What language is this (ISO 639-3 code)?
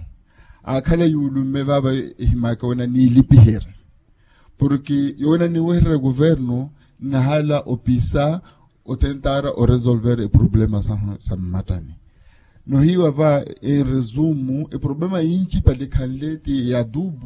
vmw